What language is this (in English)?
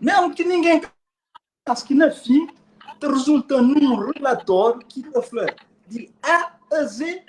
Kabuverdianu